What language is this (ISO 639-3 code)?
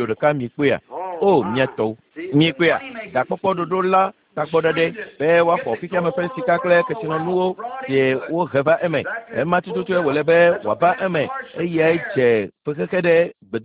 ewe